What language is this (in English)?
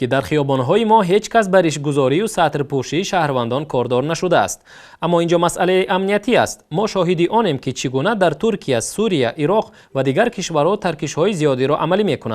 Tajik